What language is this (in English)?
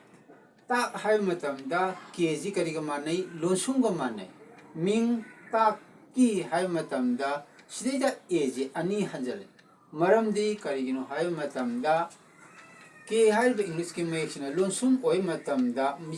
Manipuri